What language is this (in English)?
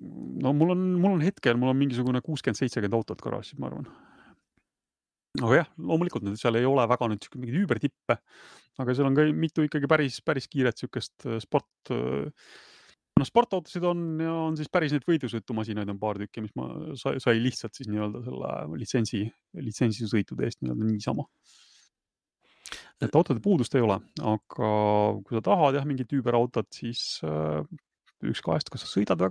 Estonian